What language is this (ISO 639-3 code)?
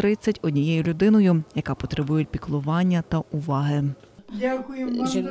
ukr